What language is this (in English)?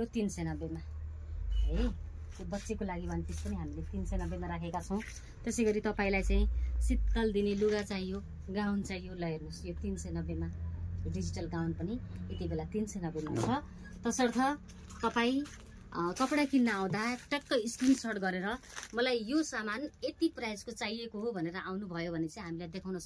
Nepali